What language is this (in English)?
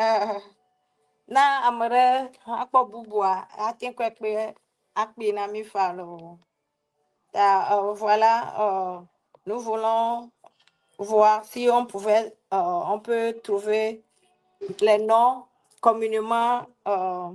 Ewe